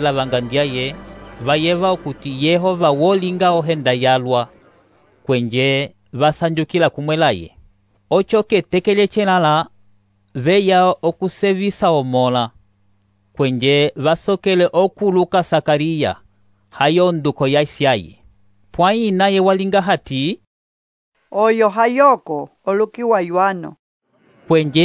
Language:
Umbundu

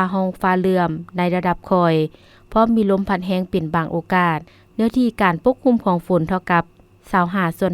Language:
Lao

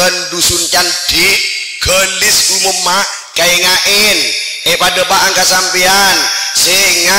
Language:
Madurese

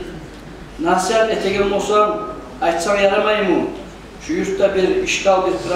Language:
Kumyk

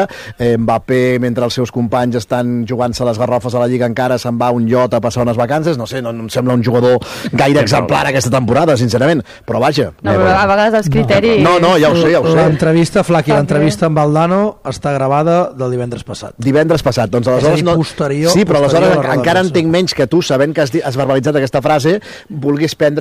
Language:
Catalan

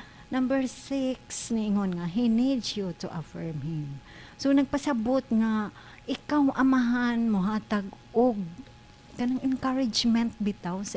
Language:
Cebuano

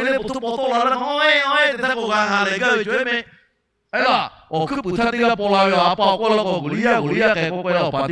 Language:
Lahu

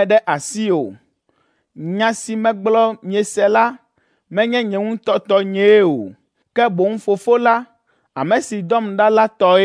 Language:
Ewe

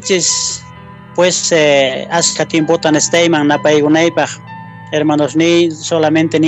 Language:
Quechua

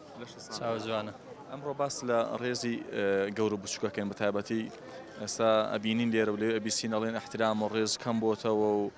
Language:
Central Kurdish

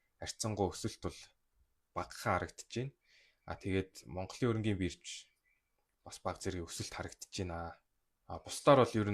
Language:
Mongolian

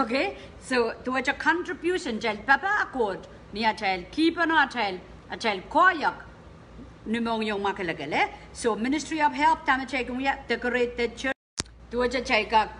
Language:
Pohnpeian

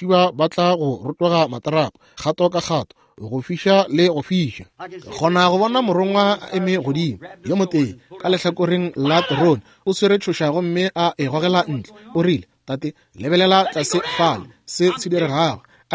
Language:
Northern Sotho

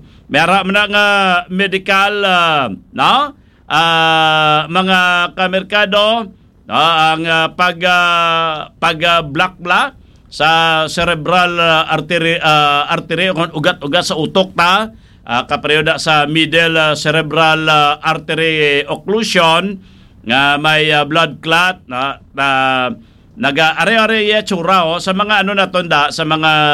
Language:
Hiligaynon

